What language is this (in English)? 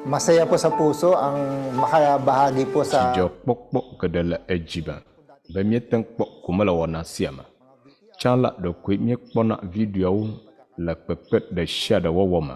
Ewe